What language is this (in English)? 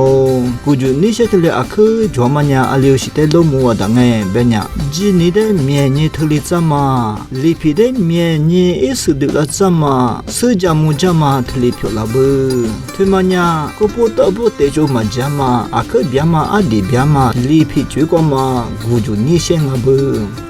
Lisu